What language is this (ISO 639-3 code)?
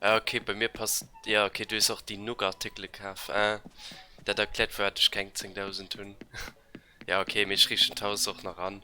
ltz